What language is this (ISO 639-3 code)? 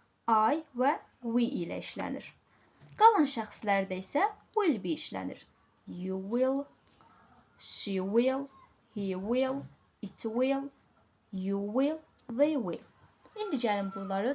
aze